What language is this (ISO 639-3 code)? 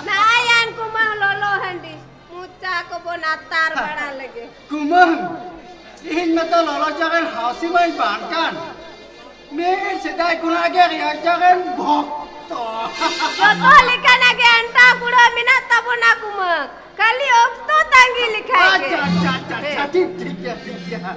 sat